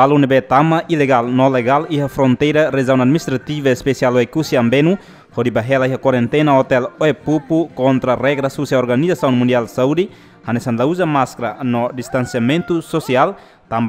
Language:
Tetum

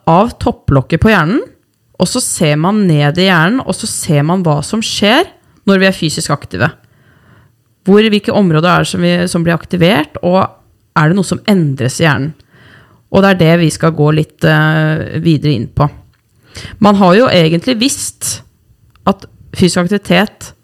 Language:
Norwegian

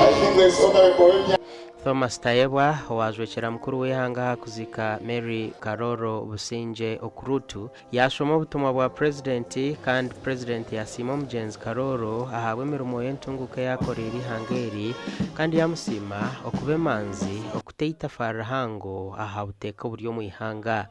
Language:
Nyankole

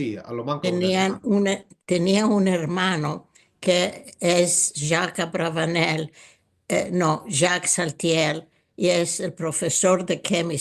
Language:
Ladino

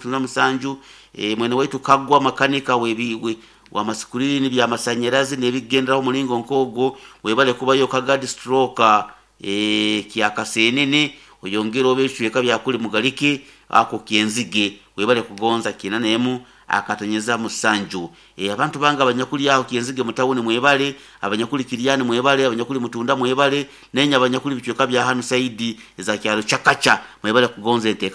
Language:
Nyoro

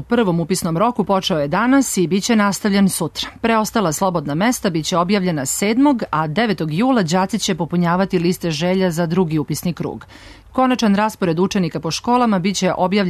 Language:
Serbian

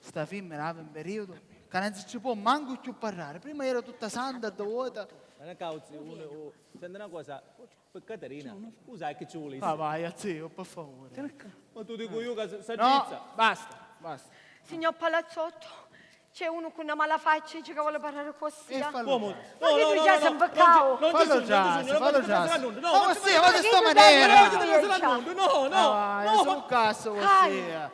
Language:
Sicilian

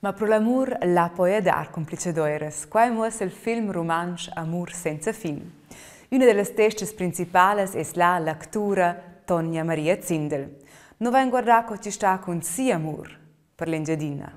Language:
Romansh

